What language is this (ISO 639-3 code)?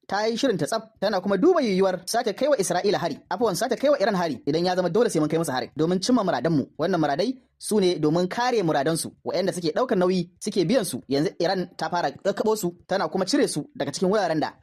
hau